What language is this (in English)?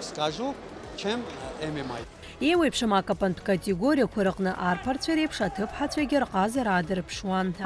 Abkhazian